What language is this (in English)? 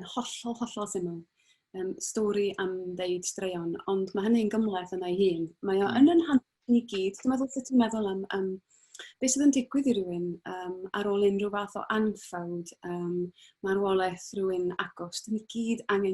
Welsh